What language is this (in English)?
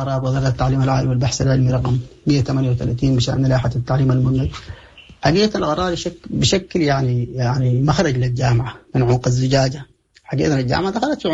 Sudanese Arabic